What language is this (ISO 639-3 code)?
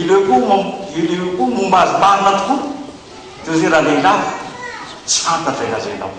mlg